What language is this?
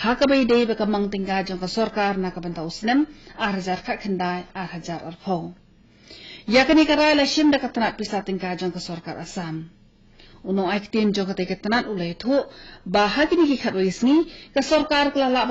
Khasi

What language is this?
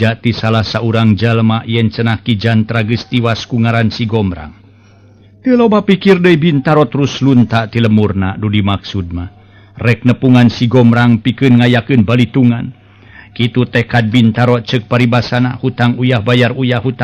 Sundanese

